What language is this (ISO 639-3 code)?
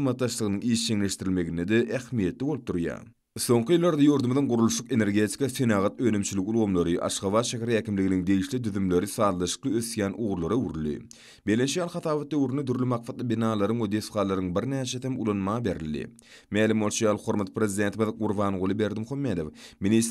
tuk